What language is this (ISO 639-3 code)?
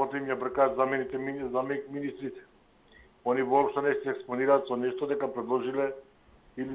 mkd